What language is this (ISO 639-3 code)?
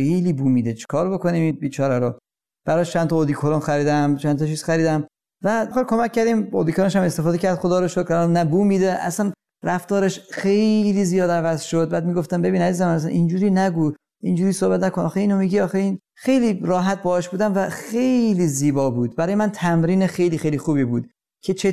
fas